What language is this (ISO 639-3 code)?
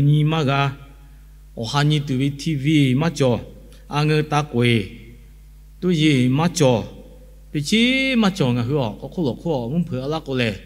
lhu